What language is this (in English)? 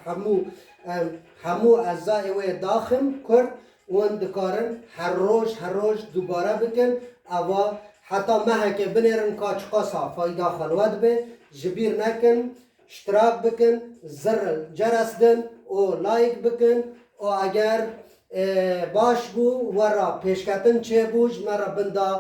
Kurdish